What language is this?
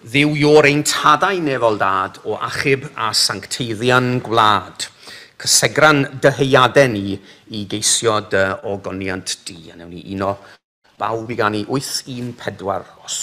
Welsh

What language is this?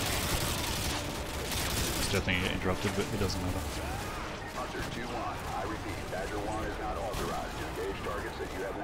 English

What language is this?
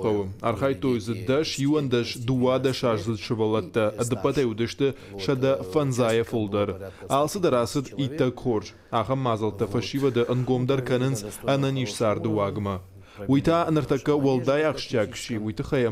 Ossetic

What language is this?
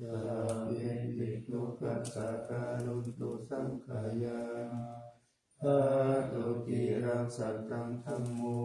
Pali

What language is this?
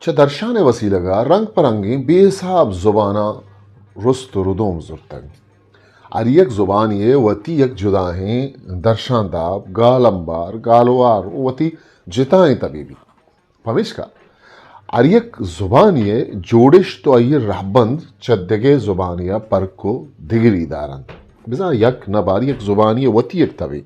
Eastern Balochi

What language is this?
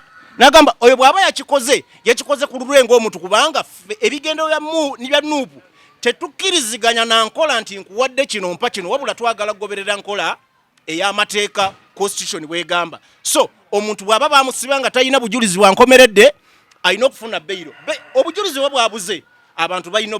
Ganda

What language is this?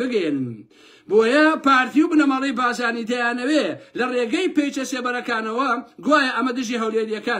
Central Kurdish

